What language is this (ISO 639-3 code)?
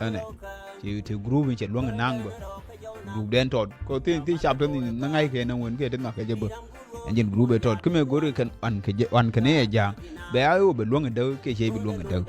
nus